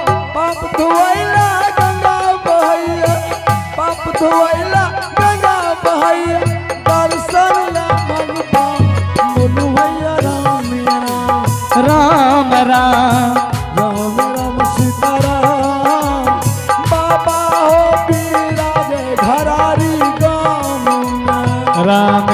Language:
Angika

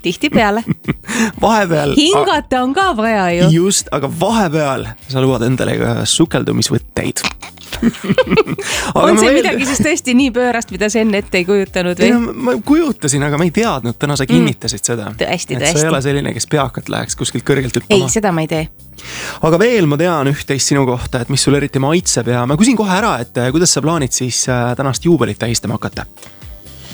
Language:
Estonian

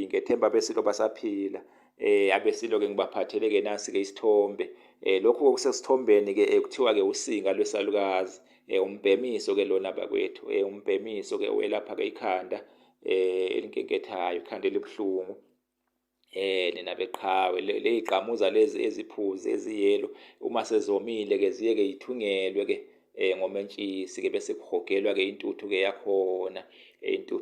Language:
Zulu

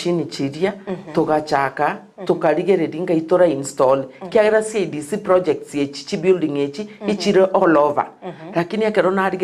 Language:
Gusii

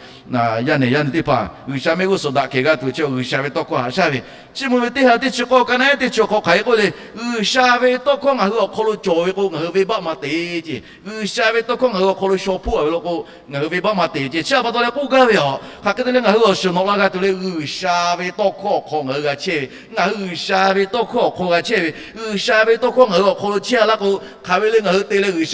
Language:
Lahu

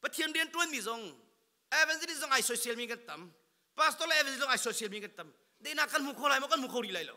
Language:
Hakha Chin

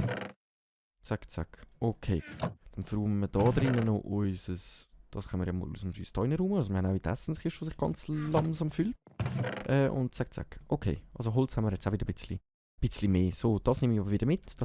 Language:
Swiss German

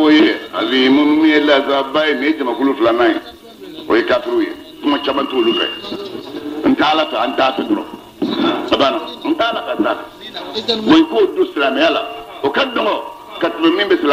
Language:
Bambara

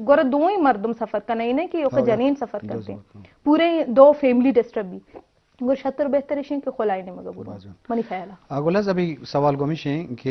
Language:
Eastern Balochi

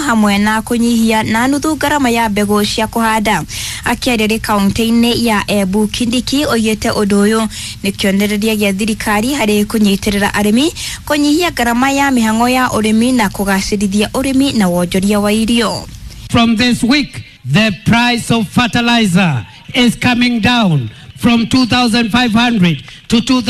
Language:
Kikuyu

